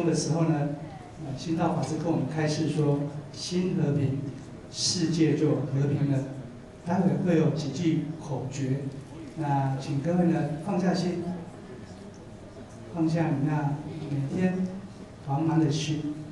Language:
Chinese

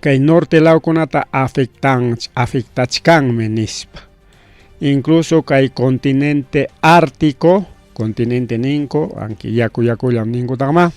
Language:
Ayacucho Quechua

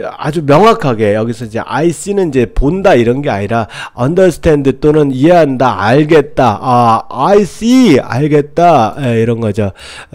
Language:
Korean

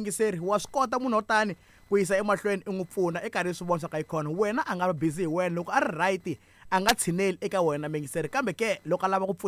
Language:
Tsonga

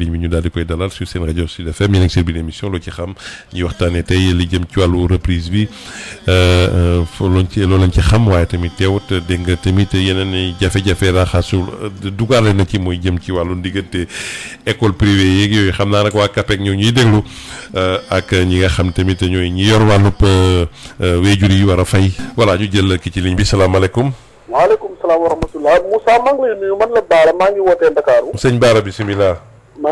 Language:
Wolof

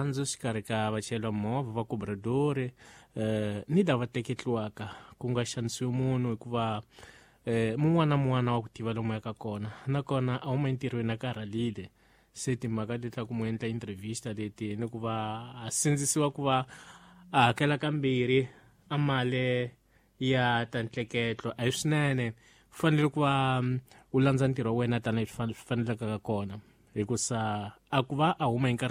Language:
Tsonga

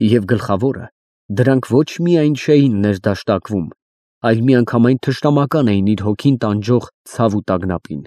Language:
Armenian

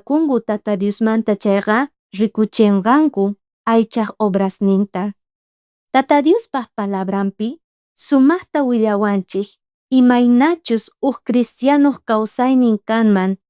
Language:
South Bolivian Quechua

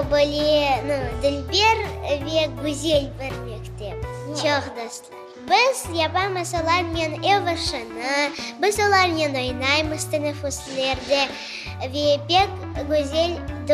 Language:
Crimean Tatar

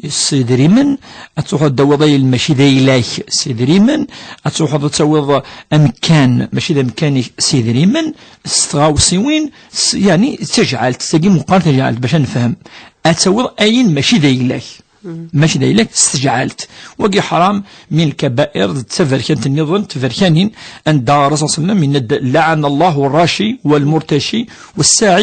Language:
Kabyle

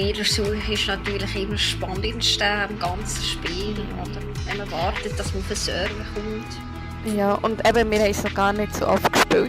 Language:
Swiss German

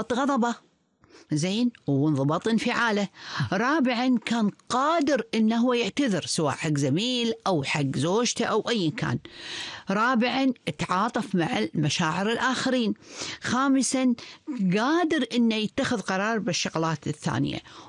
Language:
Gulf Arabic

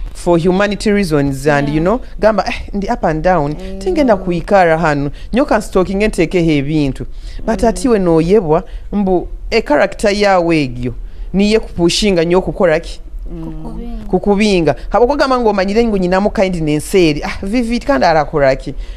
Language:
Nyoro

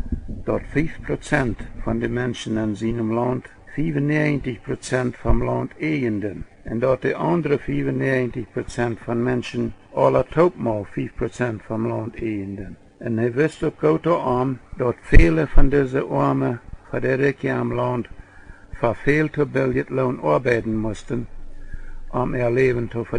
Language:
Plautdietsch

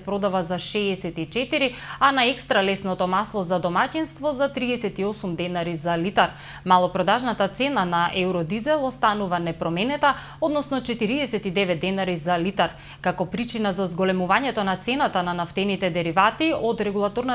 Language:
Macedonian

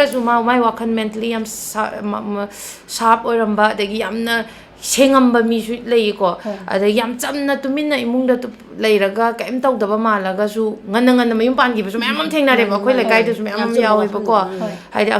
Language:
Manipuri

